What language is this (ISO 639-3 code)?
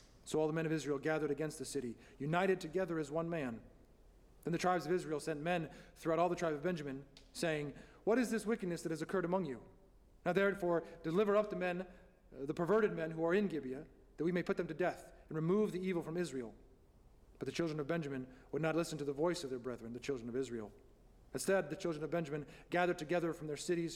eng